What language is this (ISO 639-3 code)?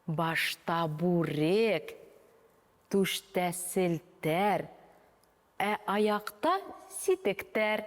bak